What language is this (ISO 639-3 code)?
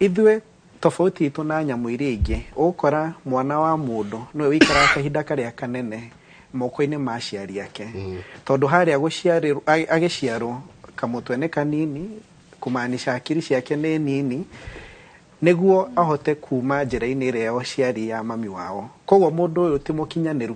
kik